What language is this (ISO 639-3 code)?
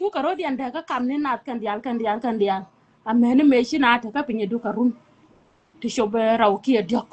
nus